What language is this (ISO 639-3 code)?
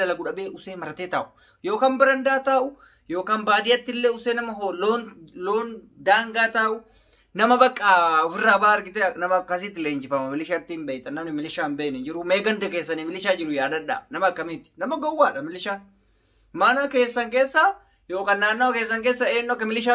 orm